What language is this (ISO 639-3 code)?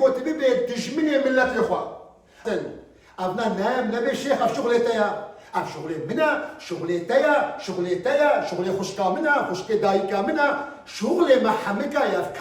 kur